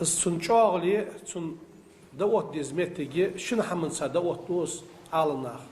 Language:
Ingush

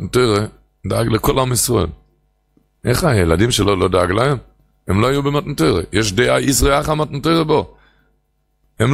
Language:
Hebrew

